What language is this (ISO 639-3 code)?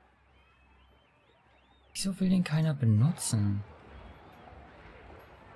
deu